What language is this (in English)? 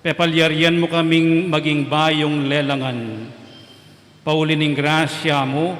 Pampanga